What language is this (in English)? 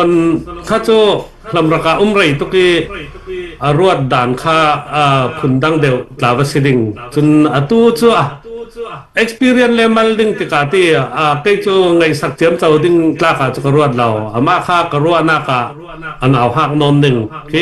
Hakha Chin